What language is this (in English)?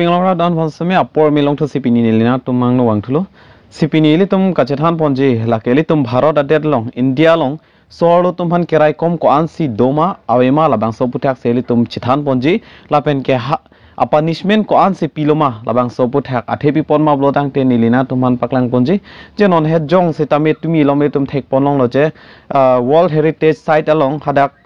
Karbi